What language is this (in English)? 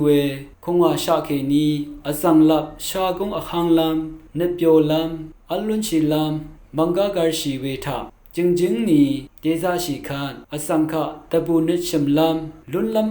Rawang